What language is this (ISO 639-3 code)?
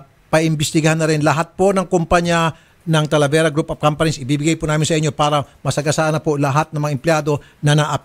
fil